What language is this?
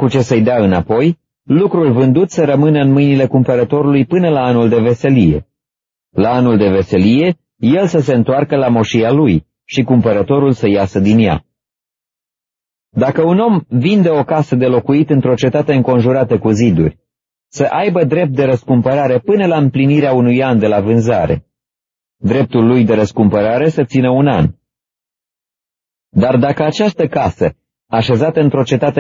Romanian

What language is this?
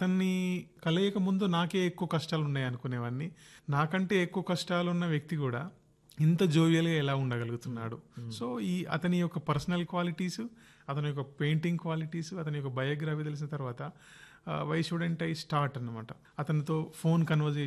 Telugu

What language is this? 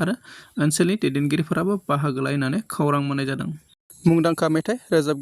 Bodo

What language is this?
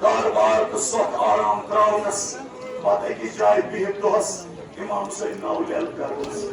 Kashmiri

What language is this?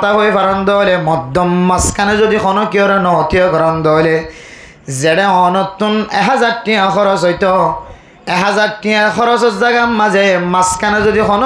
Rohingya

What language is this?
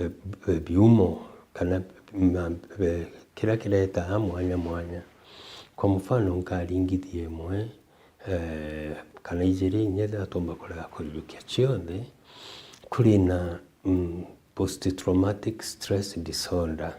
Meru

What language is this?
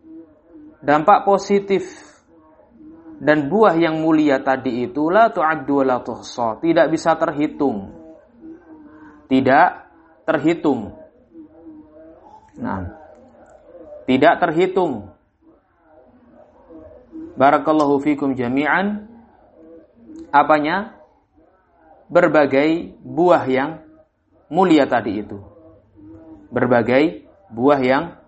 Indonesian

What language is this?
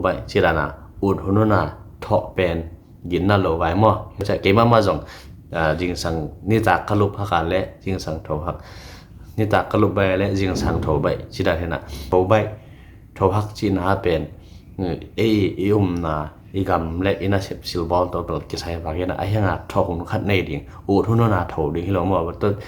Tedim Chin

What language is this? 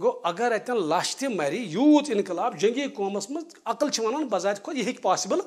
Kashmiri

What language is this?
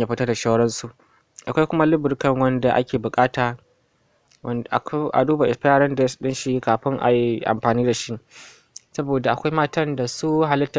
Hausa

